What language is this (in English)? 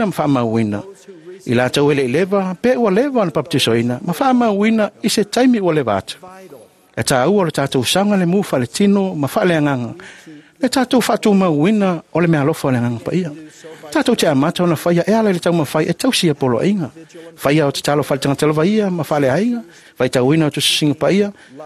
Samoan